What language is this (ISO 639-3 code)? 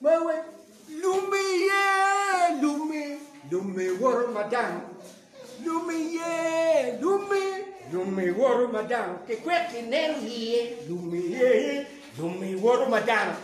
ach